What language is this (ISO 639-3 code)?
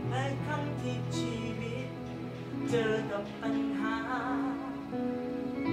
tha